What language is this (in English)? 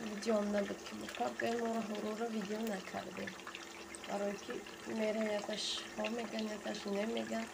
Tajik